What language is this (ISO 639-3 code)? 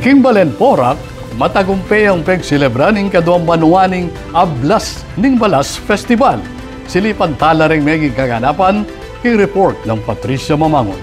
pam